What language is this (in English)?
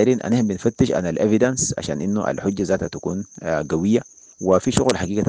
Sudanese Arabic